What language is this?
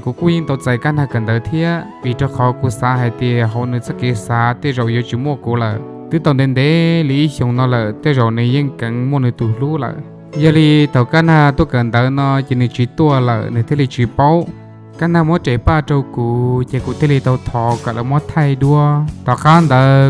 Hmong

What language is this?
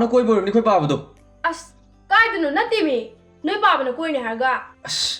Manipuri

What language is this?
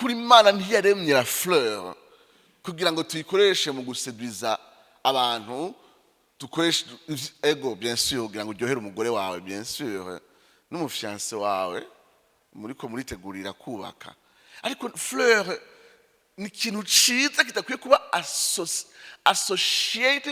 Rundi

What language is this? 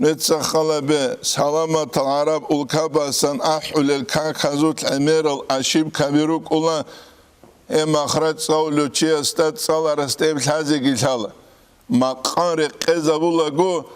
Avaric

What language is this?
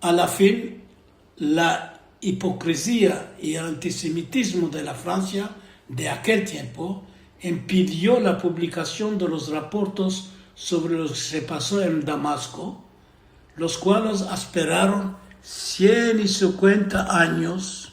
Ladino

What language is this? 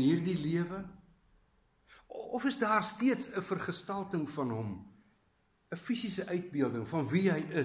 Afrikaans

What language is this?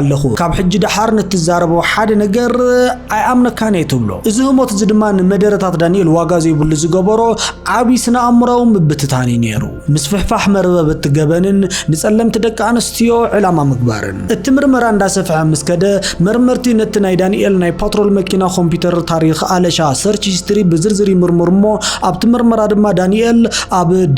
Tigrinya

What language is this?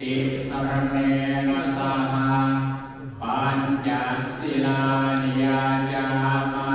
Pali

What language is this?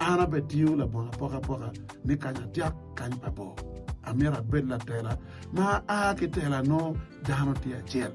Acoli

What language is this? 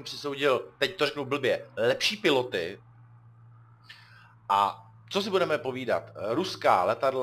Czech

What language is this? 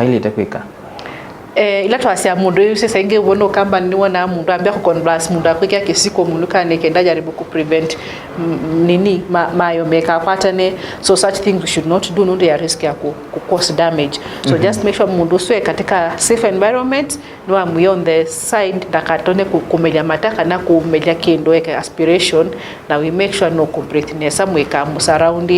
Kamba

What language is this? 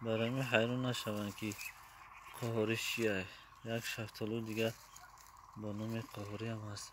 Tajik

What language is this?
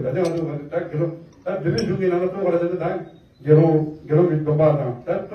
Tibetan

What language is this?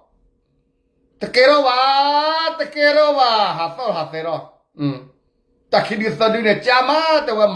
S'gaw Karen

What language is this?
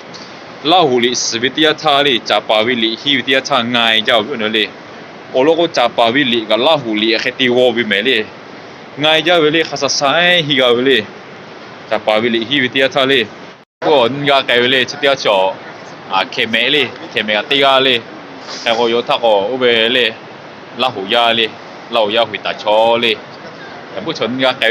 Lahu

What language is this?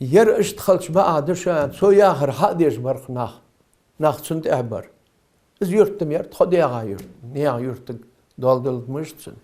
Ingush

